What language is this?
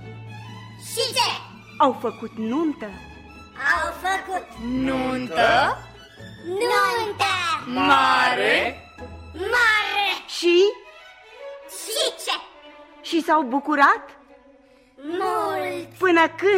Romanian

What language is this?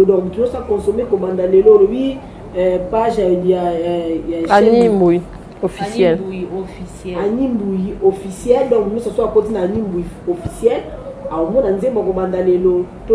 Lingala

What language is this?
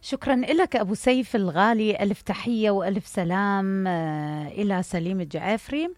Mesopotamian Arabic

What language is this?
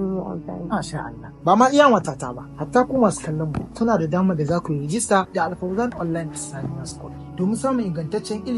Hausa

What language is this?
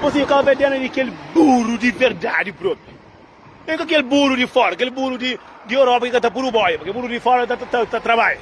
Kabuverdianu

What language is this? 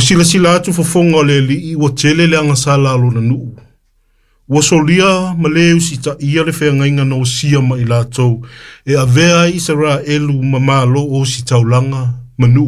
Samoan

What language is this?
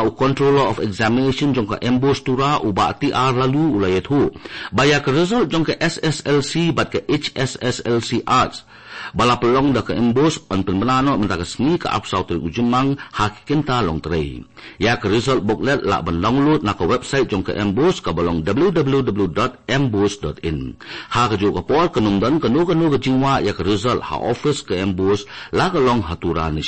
Khasi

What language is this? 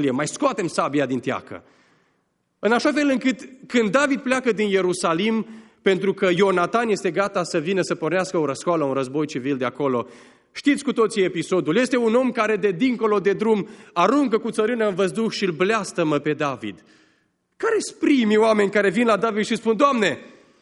Romanian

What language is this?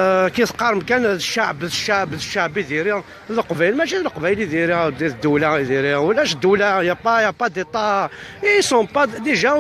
Kabyle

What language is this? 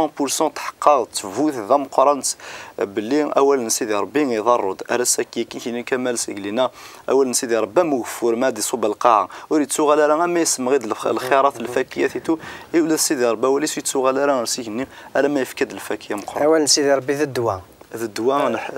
Kabyle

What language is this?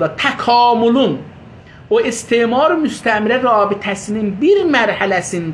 South Azerbaijani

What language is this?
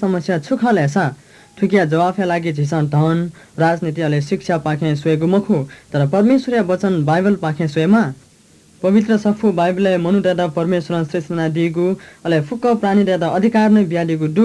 Newari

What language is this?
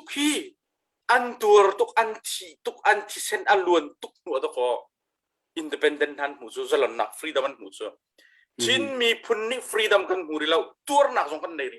Hakha Chin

